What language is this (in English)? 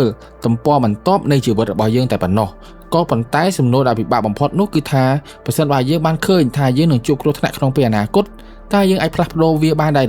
Khmer